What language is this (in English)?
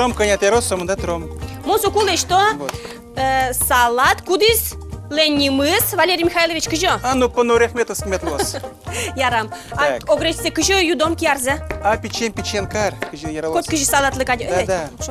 Udmurt